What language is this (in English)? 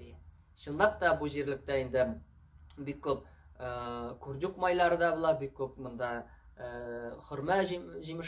Tatar